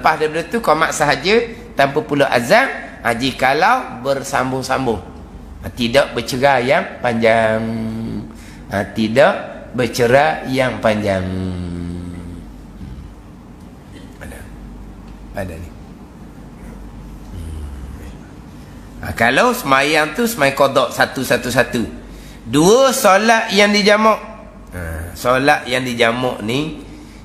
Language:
Malay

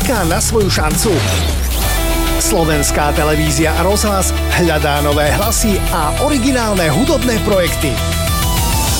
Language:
Slovak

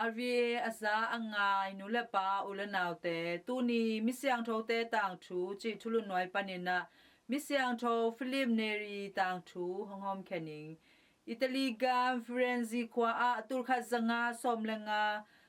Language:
Tedim Chin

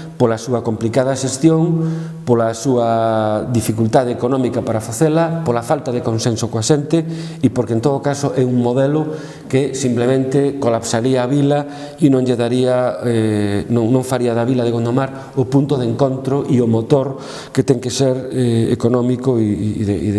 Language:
Galician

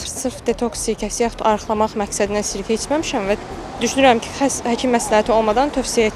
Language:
Azerbaijani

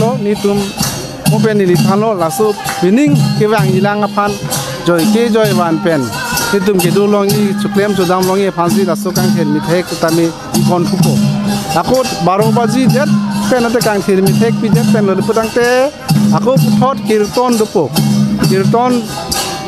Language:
Karbi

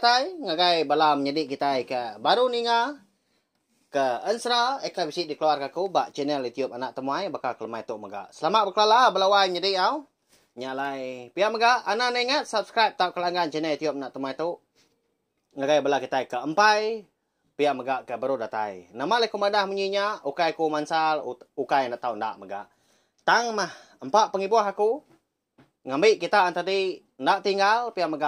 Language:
Iban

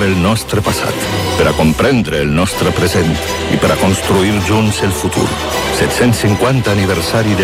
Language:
Catalan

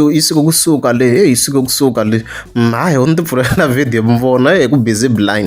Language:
Tsonga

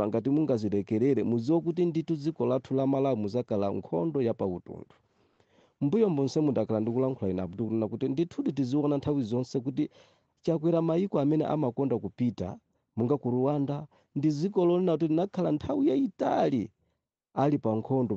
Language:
Nyanja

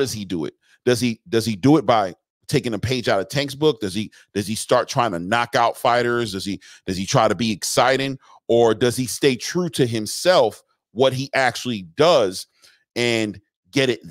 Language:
English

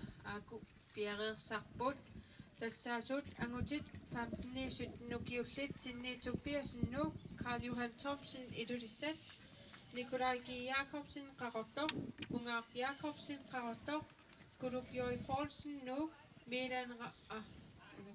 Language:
Kalaallisut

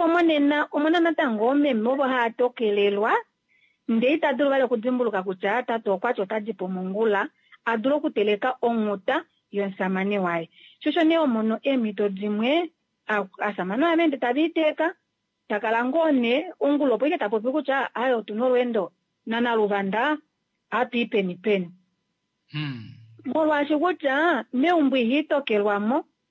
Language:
Kuanyama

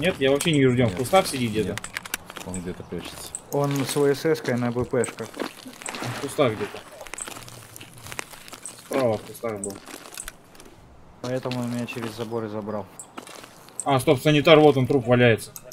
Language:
Russian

